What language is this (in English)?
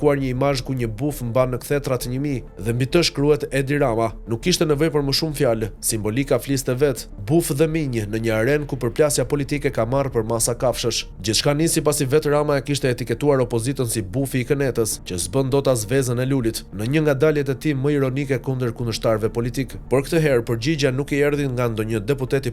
Albanian